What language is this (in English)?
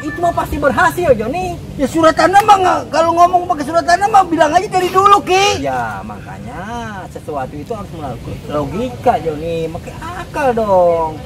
Betawi